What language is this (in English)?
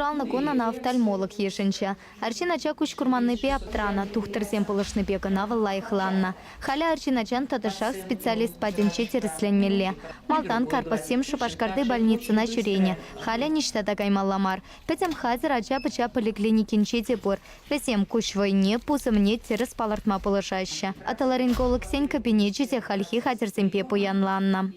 Chuvash